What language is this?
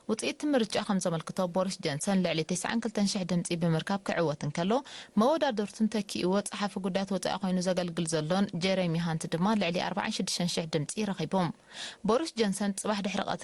Tigrinya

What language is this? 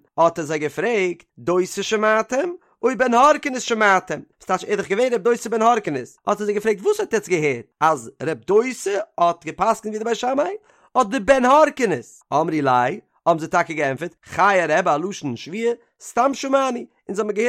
Yiddish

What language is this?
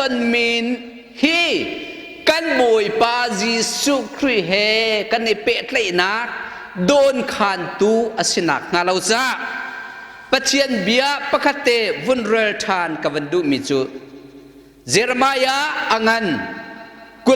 Hakha Chin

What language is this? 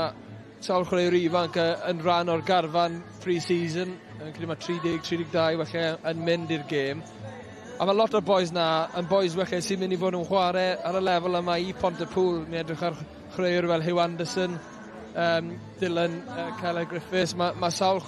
Welsh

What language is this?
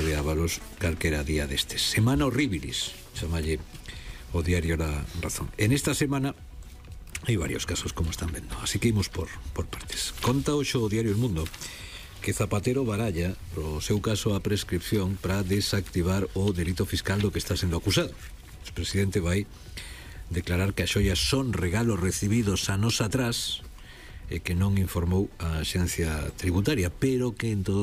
Galician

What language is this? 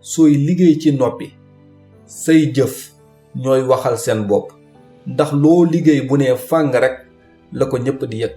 Wolof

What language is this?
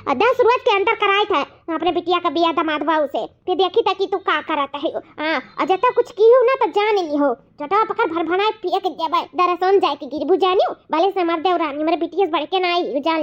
Awadhi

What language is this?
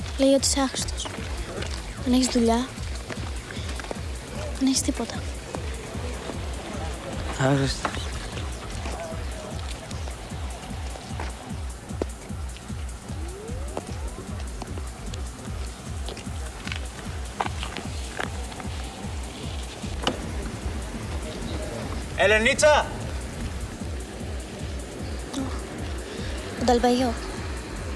Greek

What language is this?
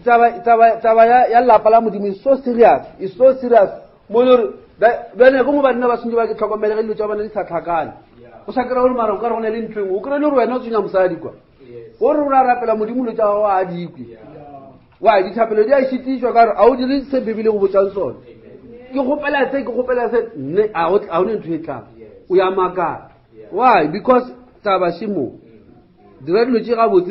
Northern Sotho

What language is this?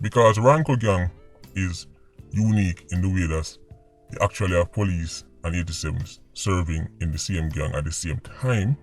Jamaican Creole English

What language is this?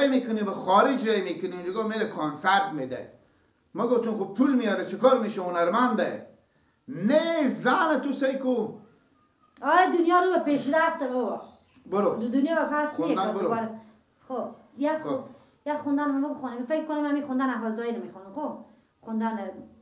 Persian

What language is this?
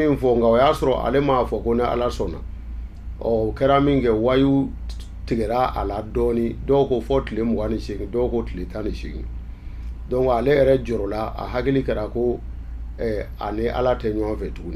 Bambara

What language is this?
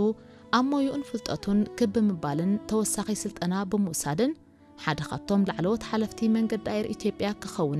Tigrinya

